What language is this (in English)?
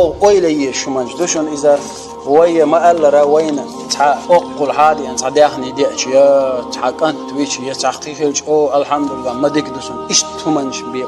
Chechen